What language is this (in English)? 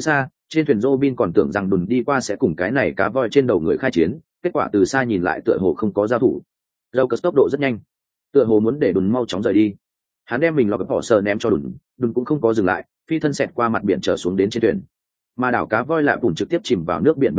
Vietnamese